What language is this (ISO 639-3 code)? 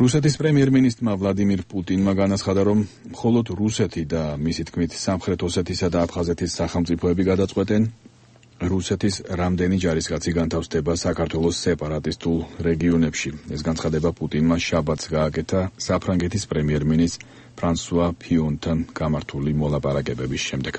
kat